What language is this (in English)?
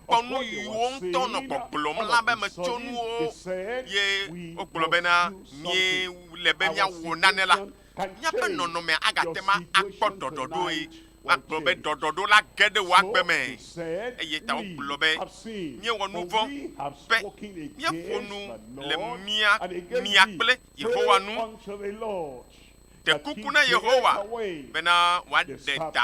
Ewe